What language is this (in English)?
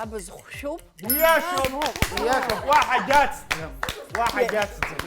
Abkhazian